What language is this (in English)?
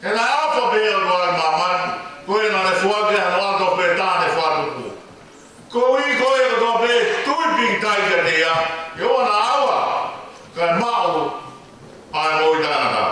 Tongan